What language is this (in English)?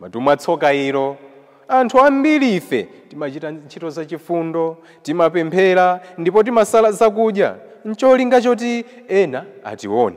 Nyanja